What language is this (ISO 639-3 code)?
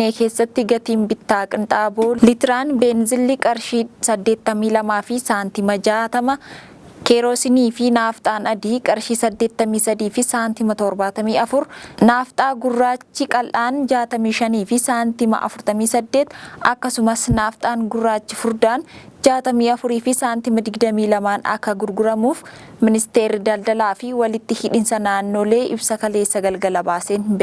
orm